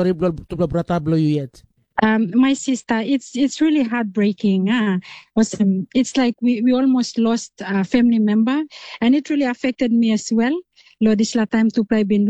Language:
Tok Pisin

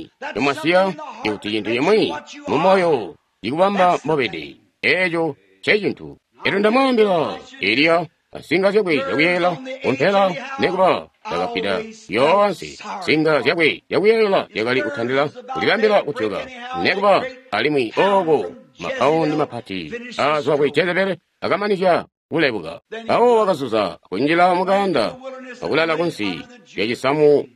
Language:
Tonga (Zambia)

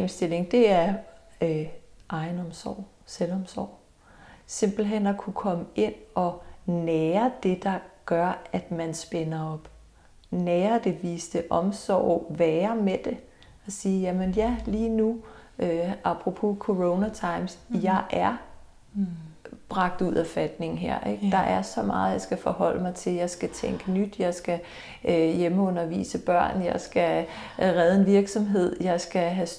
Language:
Danish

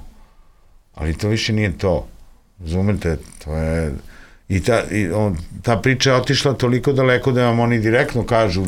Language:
Serbian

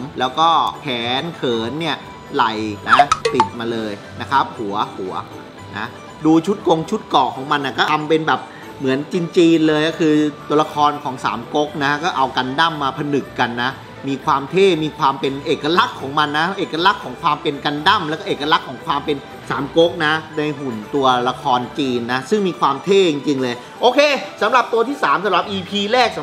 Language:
Thai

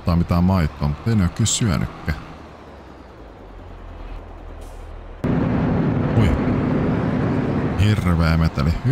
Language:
Finnish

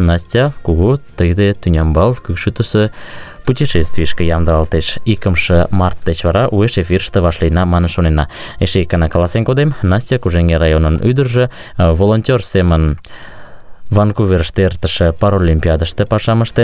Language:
Mari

